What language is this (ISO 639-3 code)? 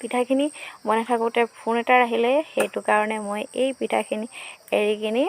asm